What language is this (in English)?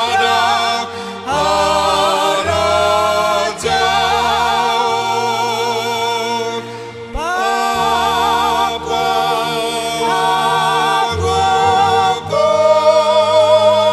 Batak Simalungun